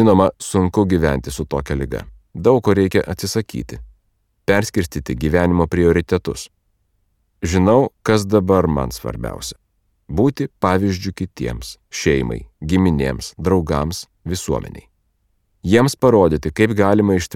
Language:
Lithuanian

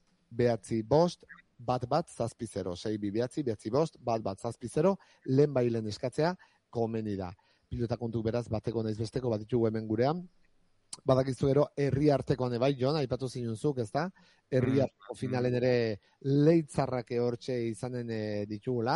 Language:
Basque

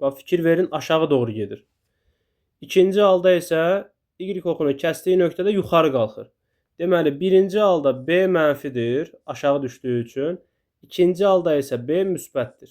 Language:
Azerbaijani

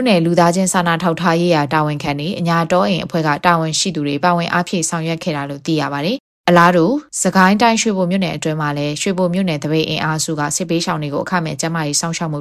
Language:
Burmese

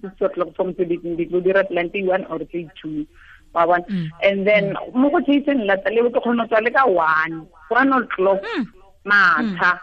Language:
Tswana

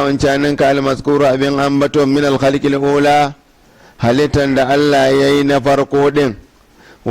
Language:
Hausa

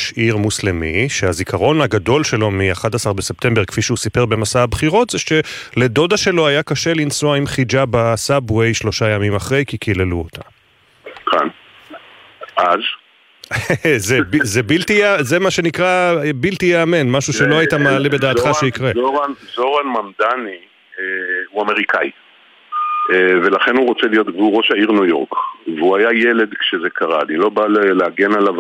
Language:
Hebrew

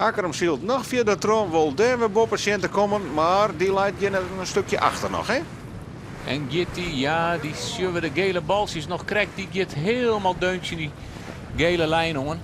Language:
Western Frisian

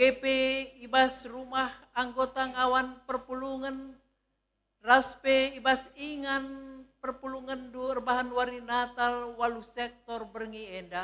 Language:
Batak Karo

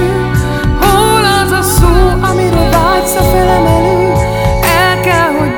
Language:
Hungarian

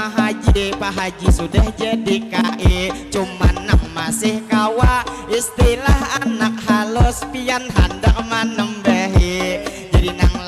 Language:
Banjar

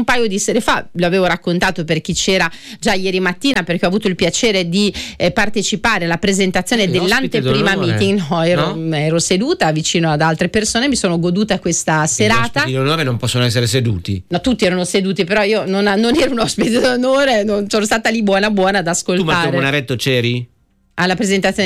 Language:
Italian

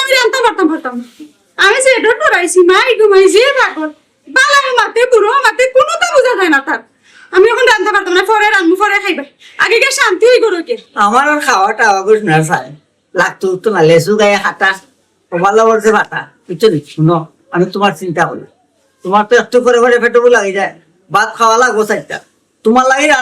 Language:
Sylheti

